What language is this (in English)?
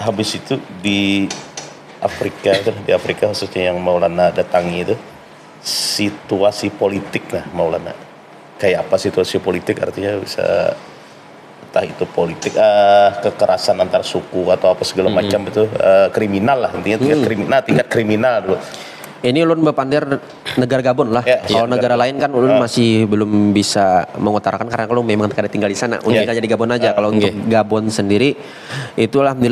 Banjar